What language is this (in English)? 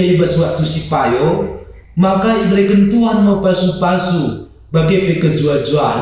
Batak Karo